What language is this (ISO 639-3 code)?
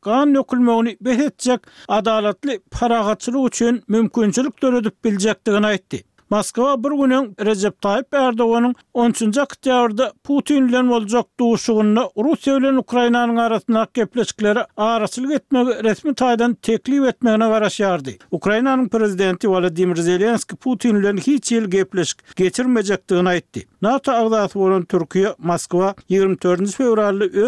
tuk